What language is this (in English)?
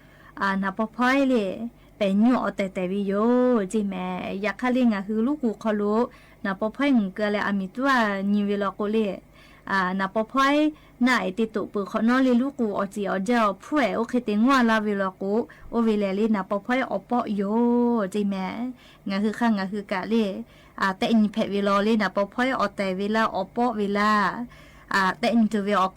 Lahu